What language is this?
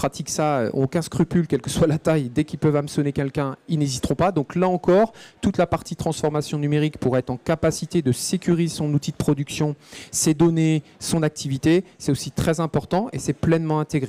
French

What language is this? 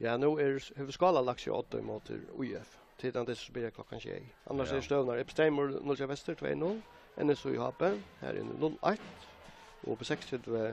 Faroese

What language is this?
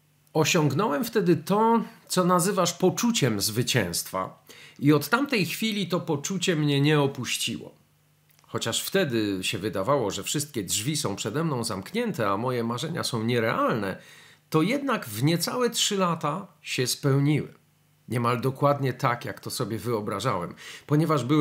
Polish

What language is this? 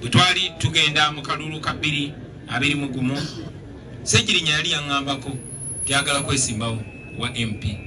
Ganda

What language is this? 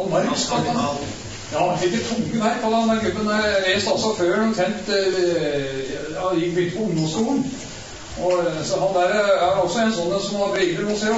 Norwegian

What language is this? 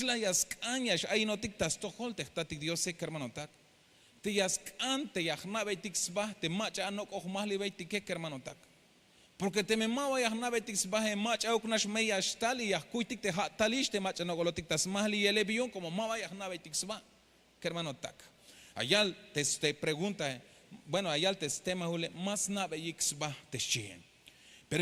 Tzeltal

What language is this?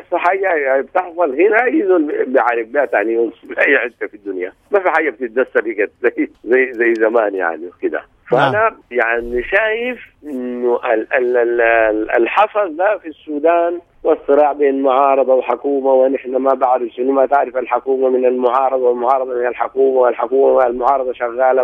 Sudanese Arabic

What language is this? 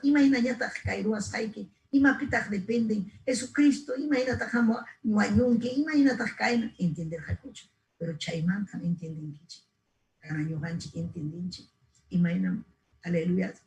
Ayacucho Quechua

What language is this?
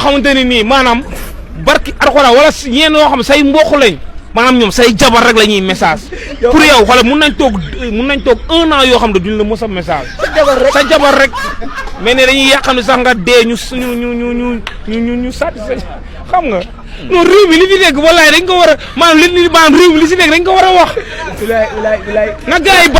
Wolof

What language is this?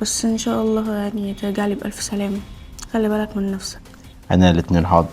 Egyptian Arabic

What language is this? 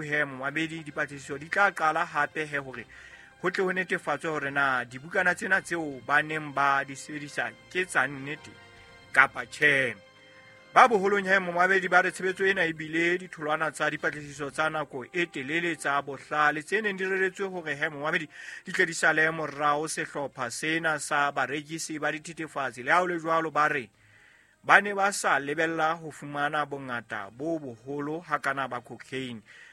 Southern Sotho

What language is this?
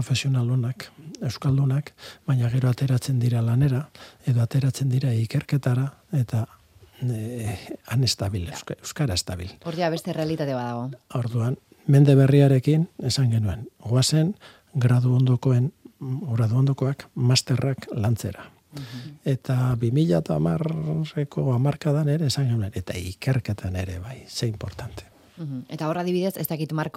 Basque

